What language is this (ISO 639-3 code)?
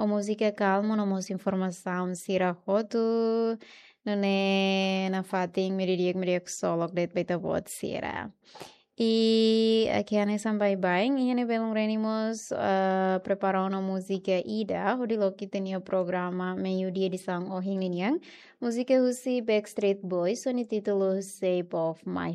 tet